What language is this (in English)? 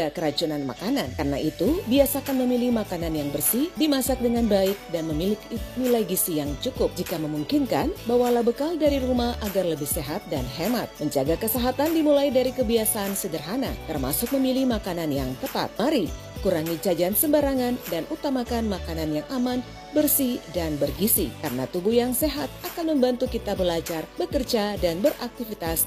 Indonesian